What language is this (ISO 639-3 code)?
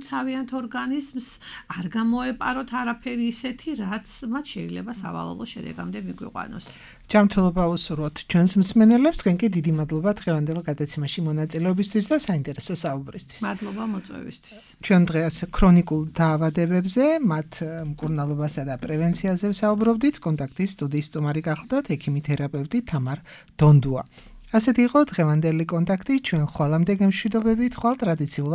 kat